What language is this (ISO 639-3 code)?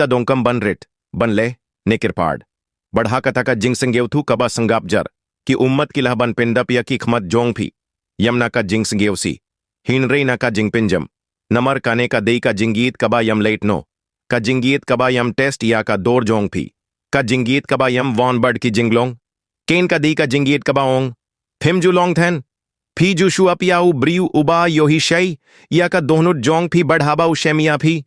kha